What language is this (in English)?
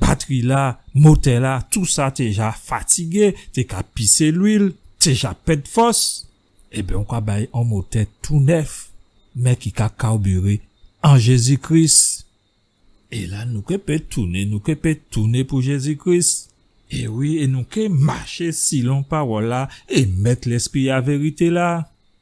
Guadeloupean Creole French